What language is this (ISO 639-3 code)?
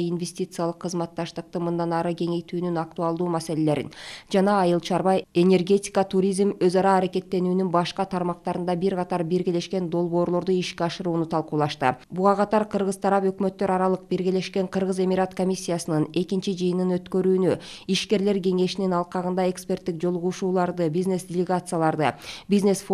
kir